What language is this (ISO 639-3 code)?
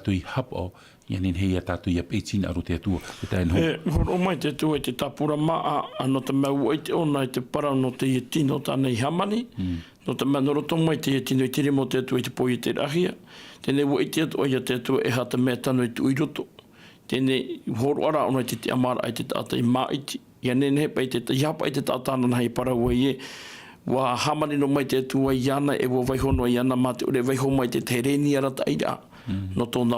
tah